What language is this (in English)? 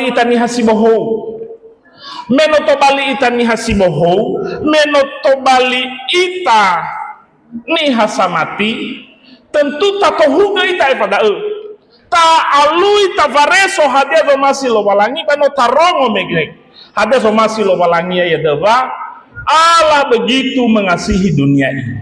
Nias